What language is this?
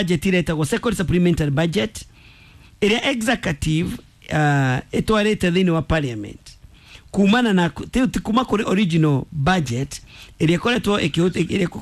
Kikuyu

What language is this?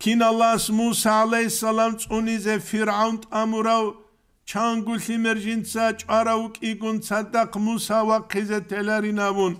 Avaric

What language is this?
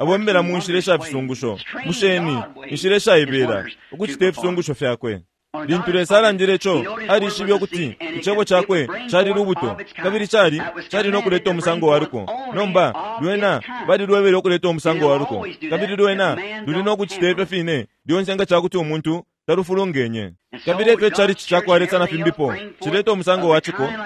Bemba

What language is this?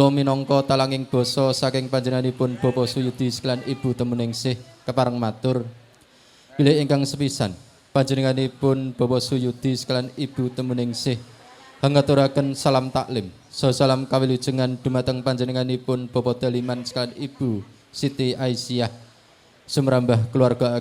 Javanese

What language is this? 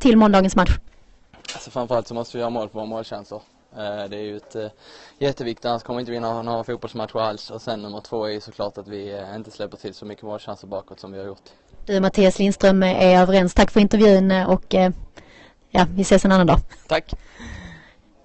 Swedish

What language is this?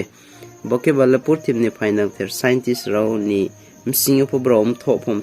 Riang (India)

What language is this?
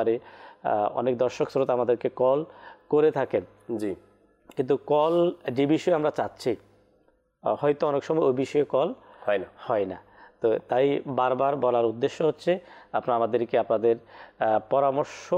Bangla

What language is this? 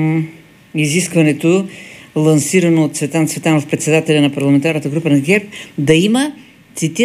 Bulgarian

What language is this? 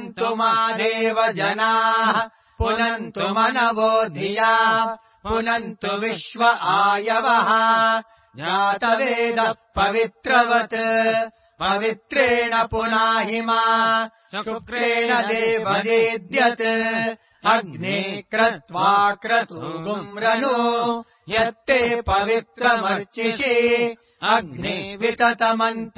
Sanskrit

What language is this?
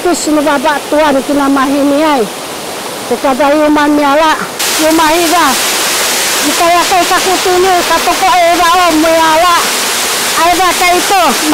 Sakizaya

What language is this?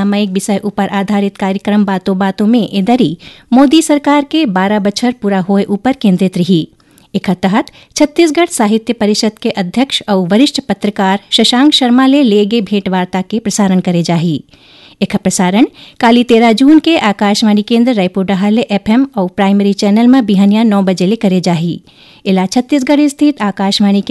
Chhattisgarhi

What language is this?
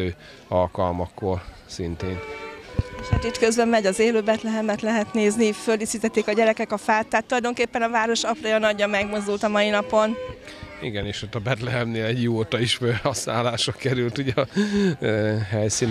Hungarian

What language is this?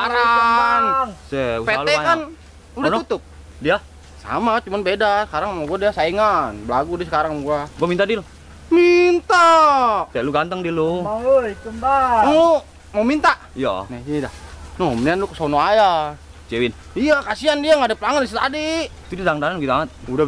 Betawi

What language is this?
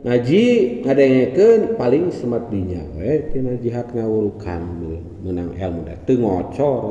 Sundanese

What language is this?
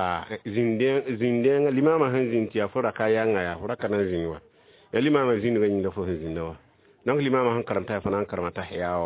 Mossi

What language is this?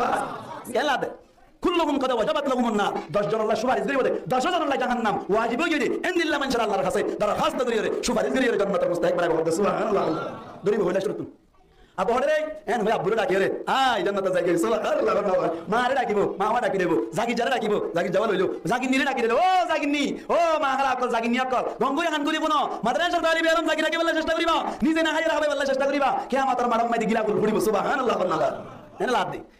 Rohingya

